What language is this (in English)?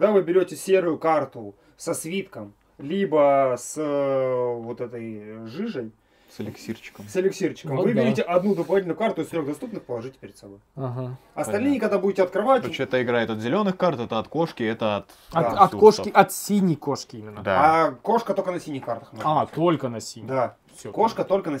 Russian